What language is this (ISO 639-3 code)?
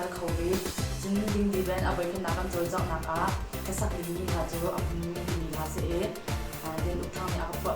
cnh